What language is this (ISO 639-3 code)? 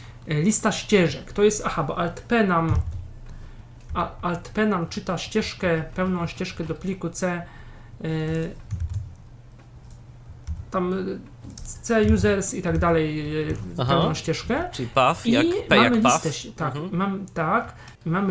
pol